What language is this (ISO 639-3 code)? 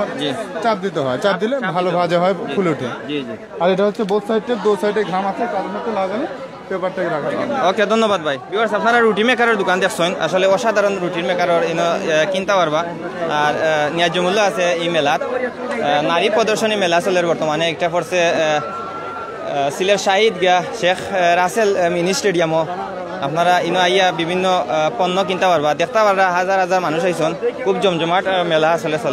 syl